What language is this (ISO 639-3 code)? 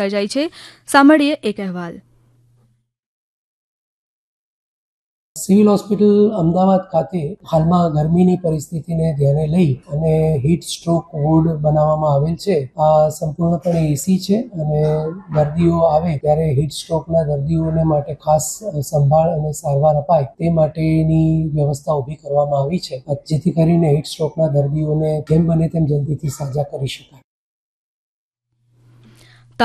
guj